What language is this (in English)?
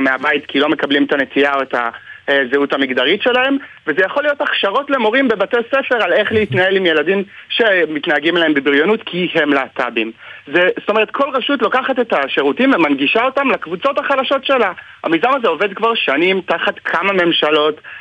Hebrew